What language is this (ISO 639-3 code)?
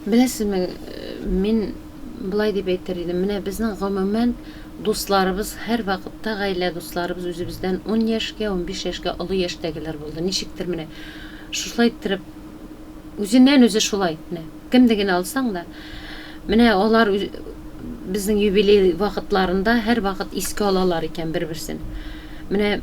tat